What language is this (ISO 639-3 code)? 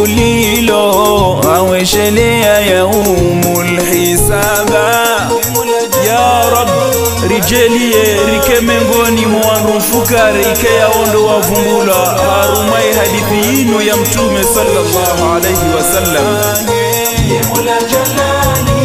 swa